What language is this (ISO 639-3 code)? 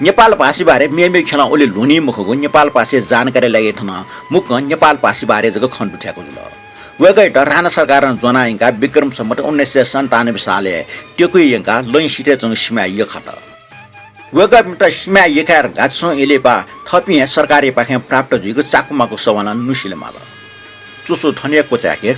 new